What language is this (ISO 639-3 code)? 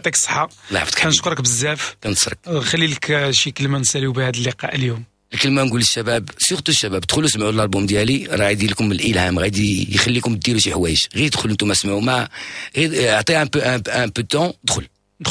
ary